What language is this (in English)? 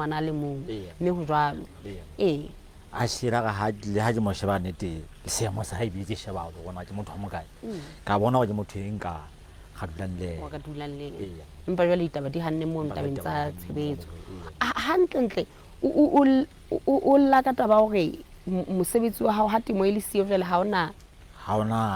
Southern Sotho